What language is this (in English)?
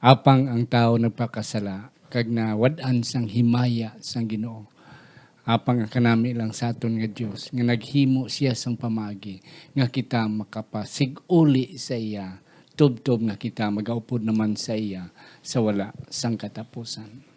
Hiligaynon